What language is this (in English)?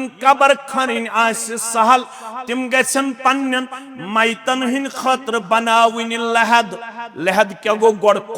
Kashmiri